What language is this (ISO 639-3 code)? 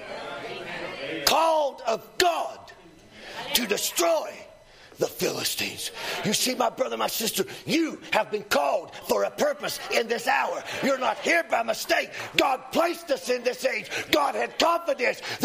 eng